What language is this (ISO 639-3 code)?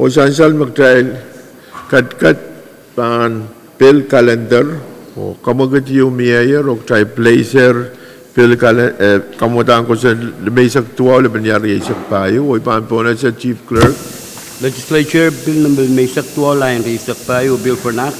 pon